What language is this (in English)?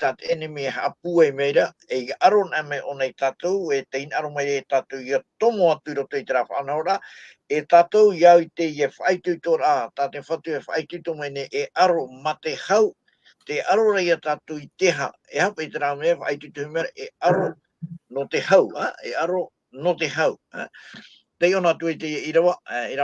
Tahitian